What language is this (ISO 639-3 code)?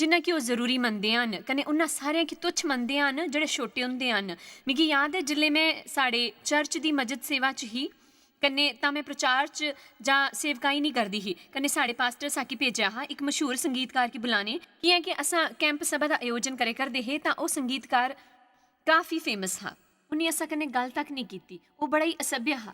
doi